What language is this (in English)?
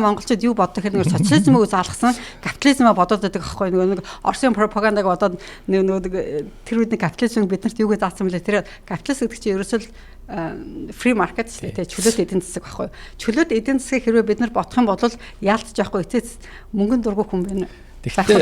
Mongolian